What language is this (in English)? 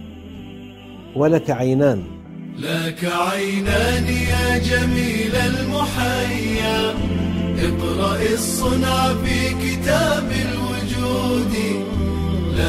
Arabic